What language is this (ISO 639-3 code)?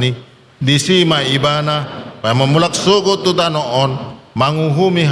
bbc